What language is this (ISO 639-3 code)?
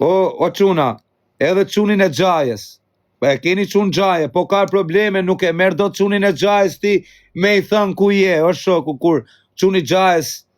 sqi